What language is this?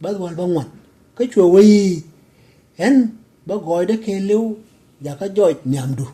Nuer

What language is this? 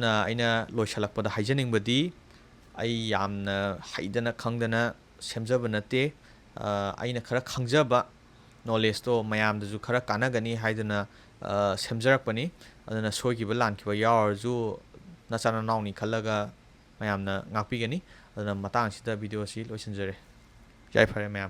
Manipuri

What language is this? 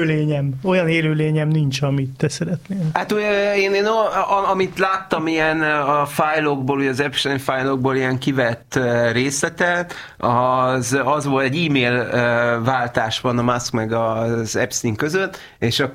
Hungarian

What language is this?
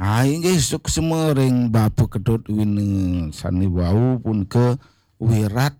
Balinese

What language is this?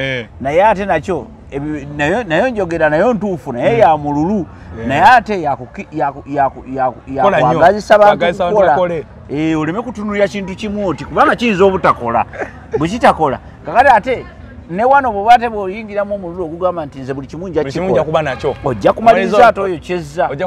Ganda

